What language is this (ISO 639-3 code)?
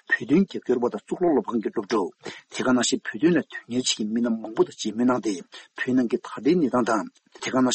bod